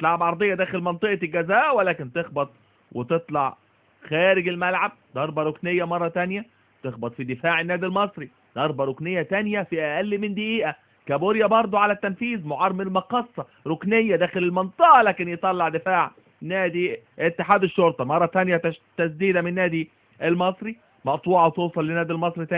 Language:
Egyptian Arabic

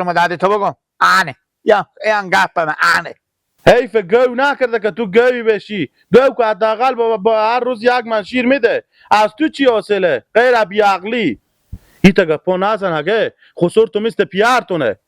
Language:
Persian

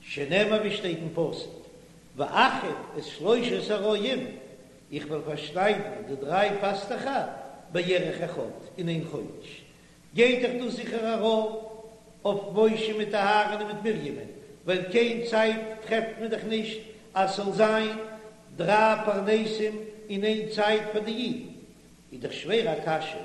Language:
Yiddish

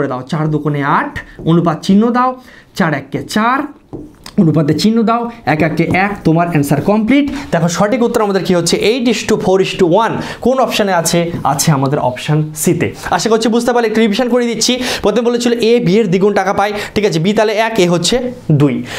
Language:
Bangla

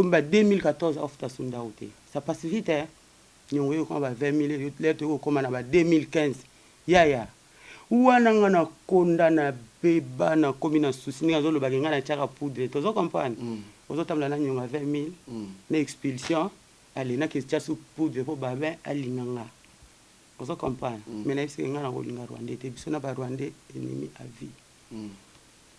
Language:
Lingala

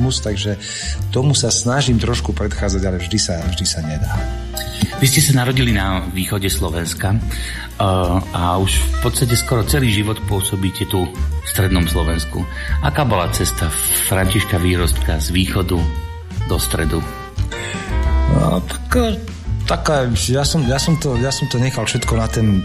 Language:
Slovak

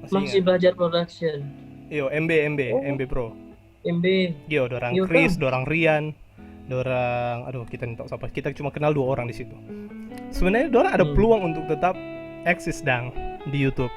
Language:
Manado Malay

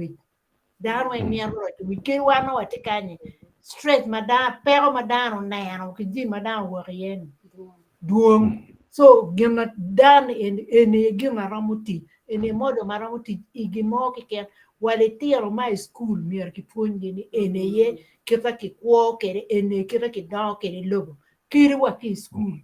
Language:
Acoli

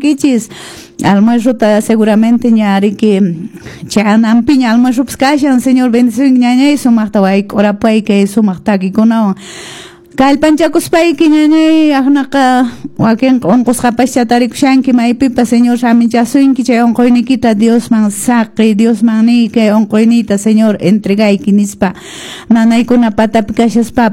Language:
Quechua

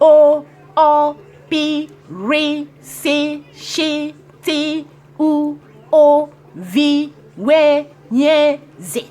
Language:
Igbo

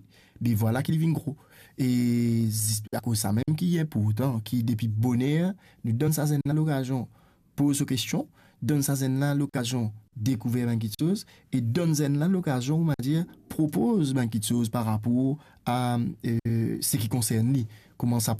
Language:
Morisyen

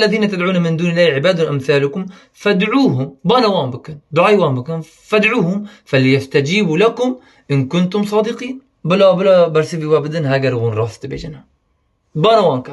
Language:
Kurdish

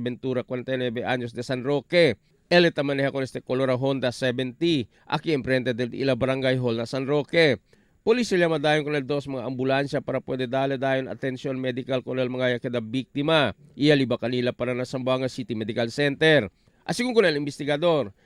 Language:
Chavacano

